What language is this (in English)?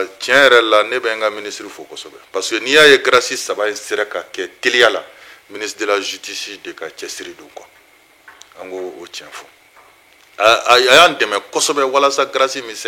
Bambara